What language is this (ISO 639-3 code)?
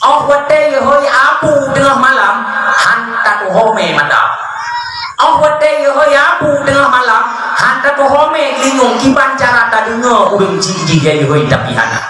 ace